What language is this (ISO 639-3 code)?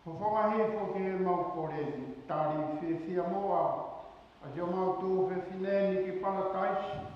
ton